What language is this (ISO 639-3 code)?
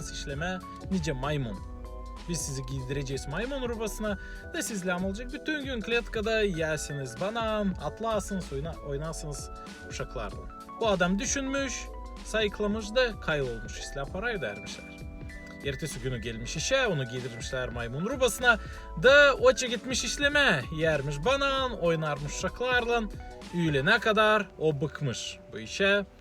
gag